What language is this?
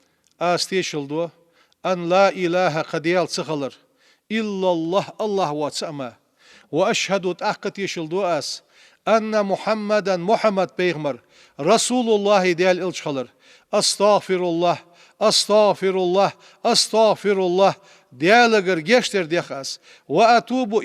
Ingush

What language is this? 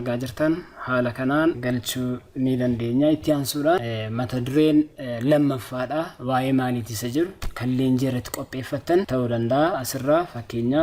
Oromo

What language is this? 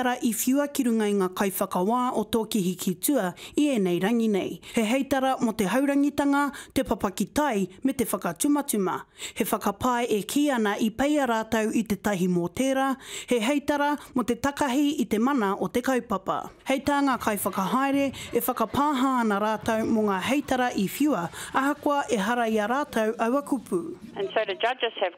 Māori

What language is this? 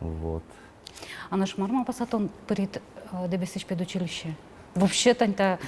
Udmurt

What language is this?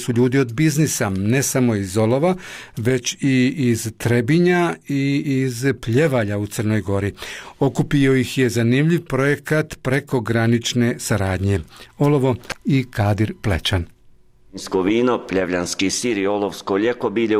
Bosnian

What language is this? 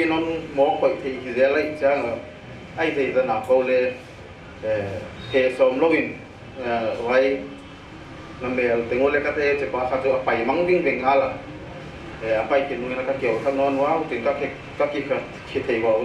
Paite Chin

